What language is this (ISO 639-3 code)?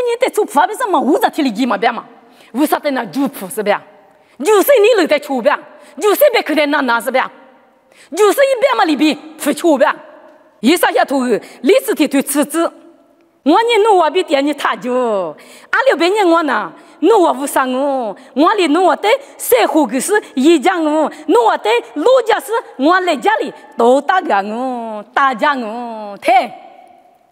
lis